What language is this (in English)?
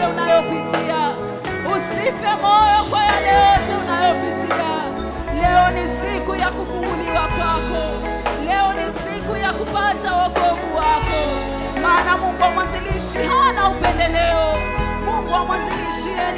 Swahili